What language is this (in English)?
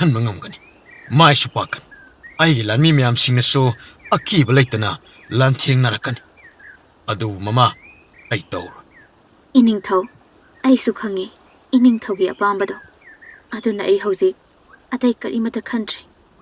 Manipuri